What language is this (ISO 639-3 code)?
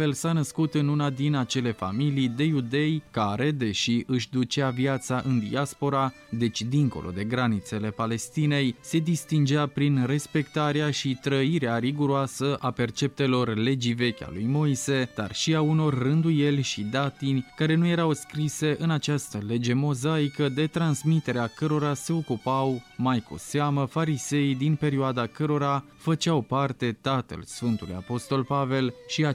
ron